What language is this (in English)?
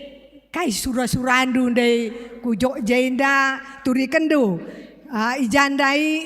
Batak Karo